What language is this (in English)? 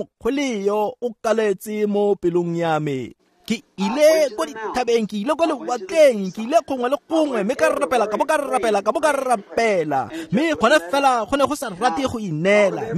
Tswana